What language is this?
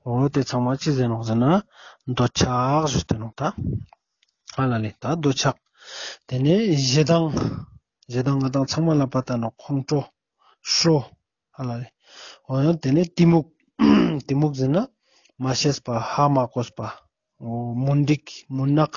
Ladakhi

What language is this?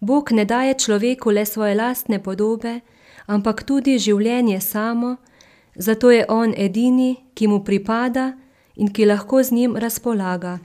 Slovenian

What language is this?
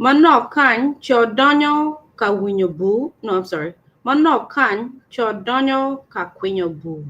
Acoli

